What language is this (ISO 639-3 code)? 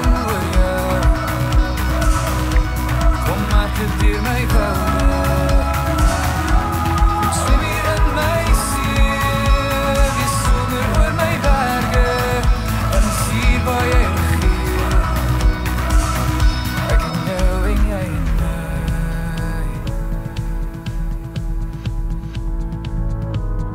afr